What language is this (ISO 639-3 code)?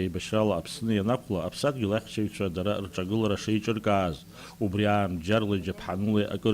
abk